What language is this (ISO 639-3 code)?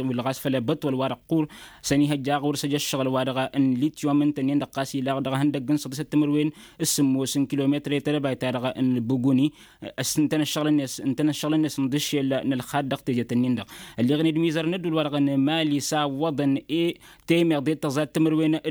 taq